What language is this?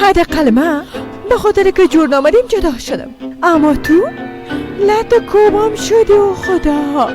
Persian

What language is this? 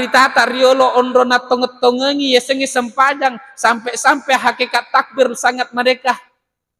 Buginese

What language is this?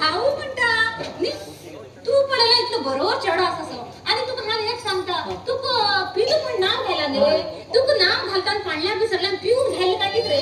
Konkani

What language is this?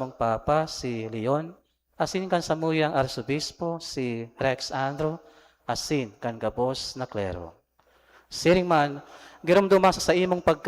Bikol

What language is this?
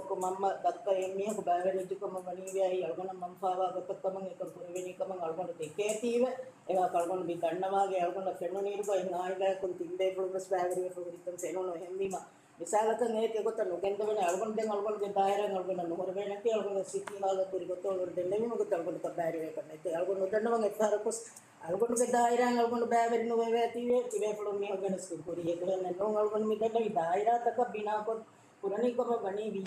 Divehi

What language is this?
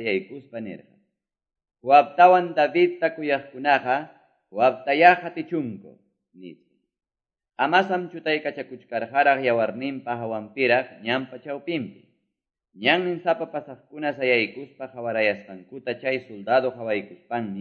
Quechua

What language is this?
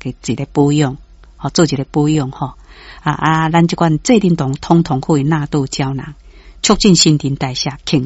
Min Nan Chinese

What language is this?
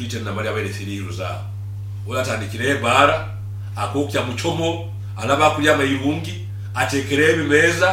Nyoro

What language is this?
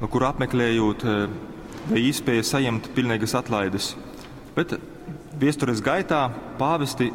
Latgalian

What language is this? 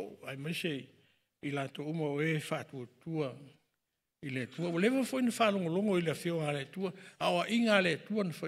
Samoan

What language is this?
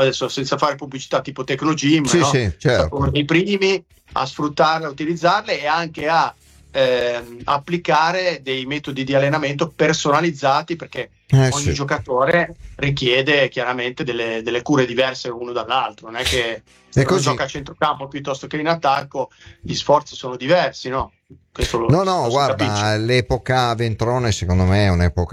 Italian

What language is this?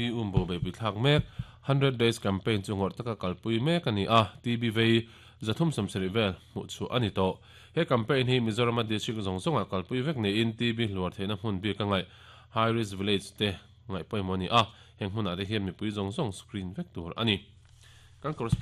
Mizo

